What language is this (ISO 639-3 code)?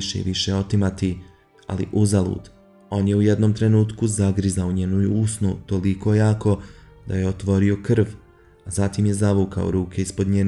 bos